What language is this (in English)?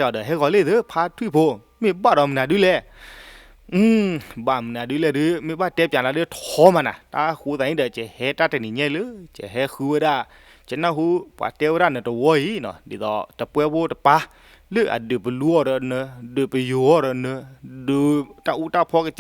S'gaw Karen